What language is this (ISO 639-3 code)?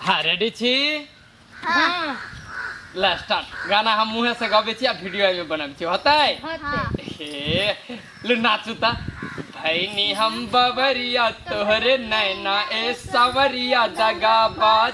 mai